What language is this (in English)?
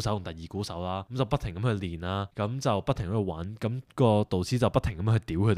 Cantonese